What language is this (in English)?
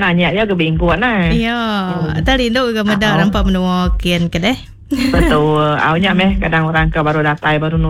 Iban